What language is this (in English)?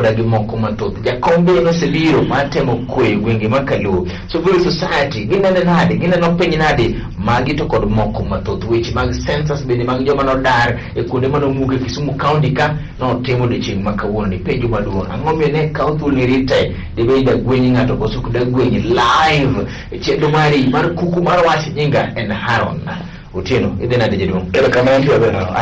Luo (Kenya and Tanzania)